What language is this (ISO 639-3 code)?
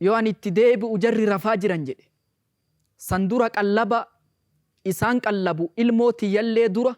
orm